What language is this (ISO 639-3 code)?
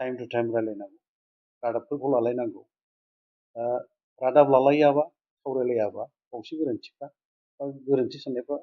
brx